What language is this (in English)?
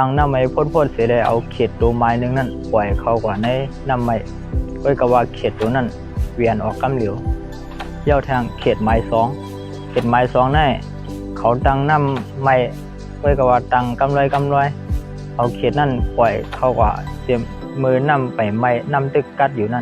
Shan